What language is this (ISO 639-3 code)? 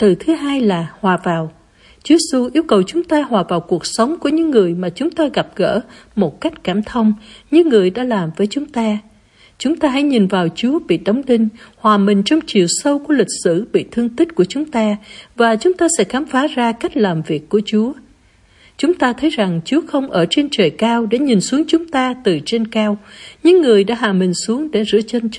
vie